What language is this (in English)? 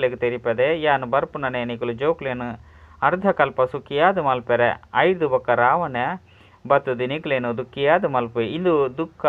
Tulu